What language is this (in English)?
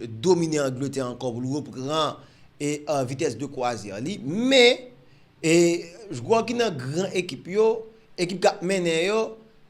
Haitian Creole